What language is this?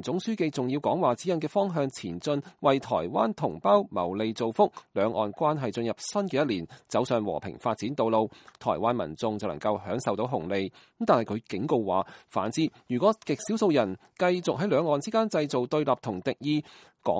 Cantonese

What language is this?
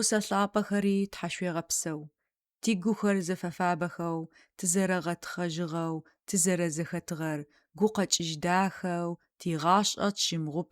Adyghe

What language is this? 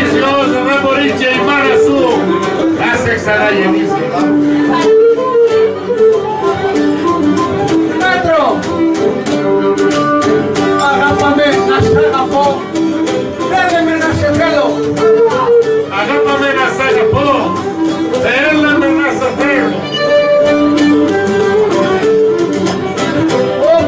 Greek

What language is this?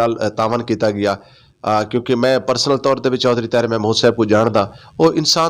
Western Panjabi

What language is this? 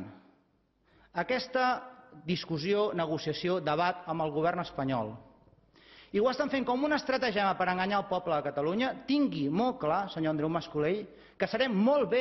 Catalan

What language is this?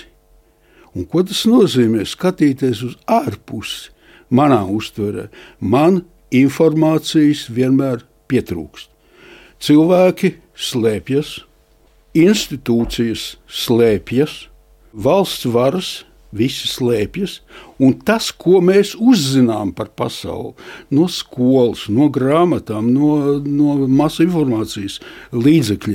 Latvian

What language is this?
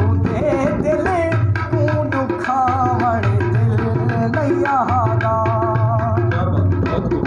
Saraiki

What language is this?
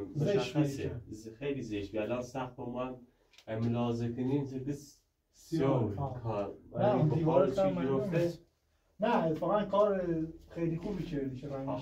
Persian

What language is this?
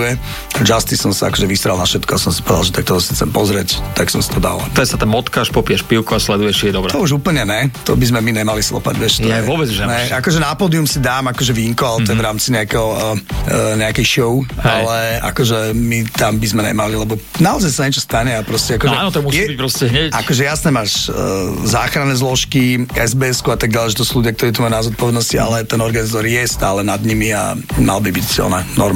Slovak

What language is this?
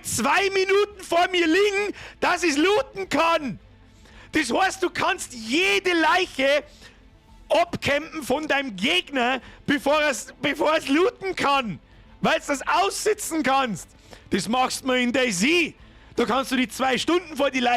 Bavarian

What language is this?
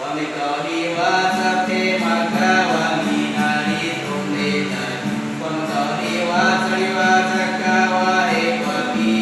Baniwa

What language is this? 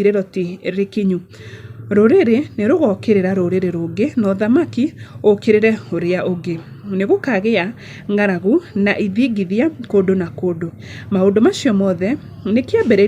Kikuyu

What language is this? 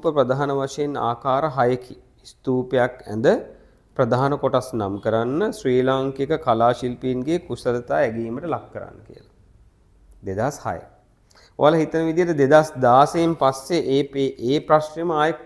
Sinhala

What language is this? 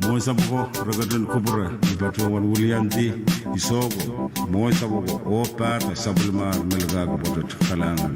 Pohnpeian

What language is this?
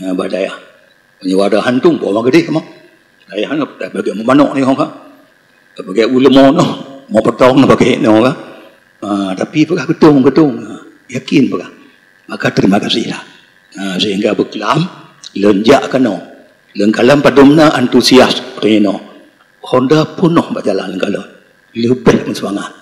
Achinese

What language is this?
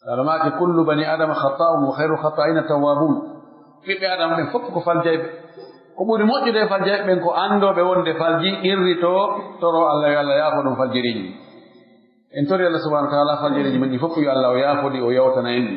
Pular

